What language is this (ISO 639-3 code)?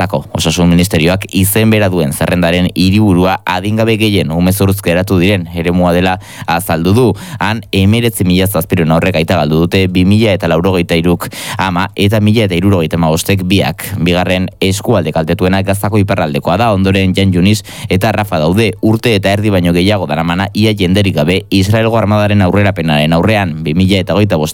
eus